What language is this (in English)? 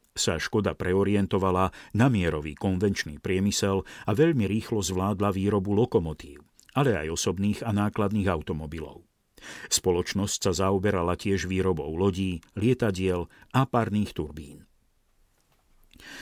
Slovak